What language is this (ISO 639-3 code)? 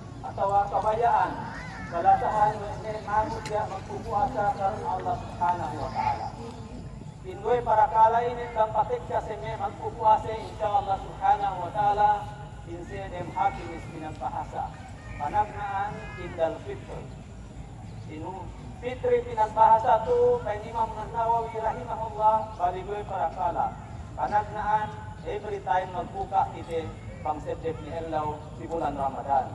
yka